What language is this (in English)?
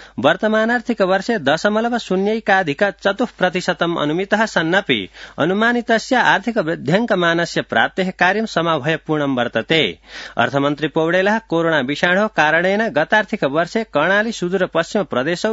Sanskrit